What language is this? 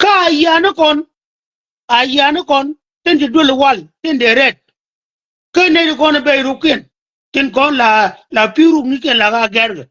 Nuer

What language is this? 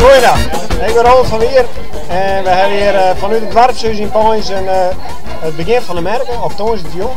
Western Frisian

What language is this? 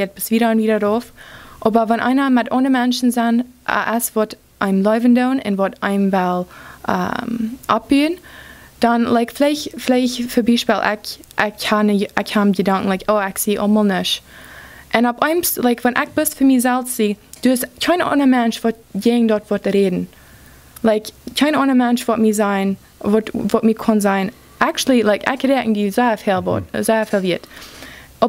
Plautdietsch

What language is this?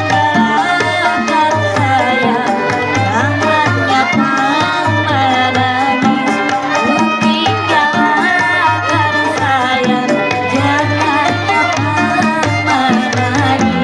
Banjar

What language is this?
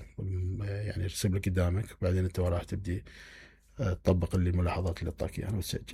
Mesopotamian Arabic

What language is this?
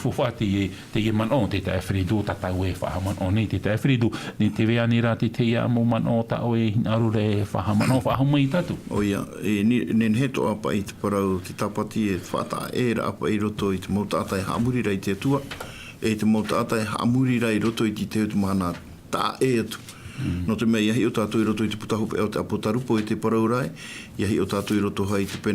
Tahitian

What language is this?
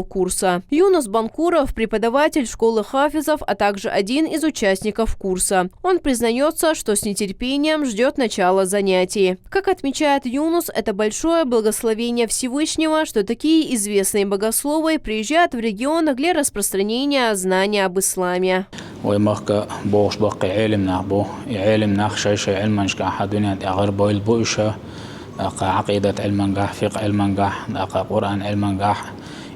Chechen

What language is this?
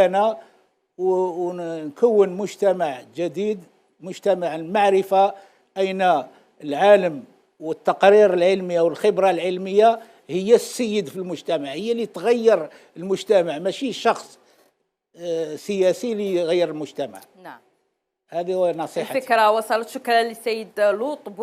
Algerian Arabic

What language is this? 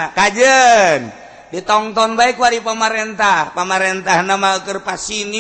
Sundanese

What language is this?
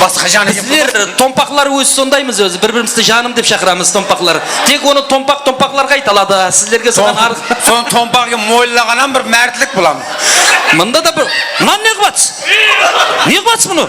Kara-Kalpak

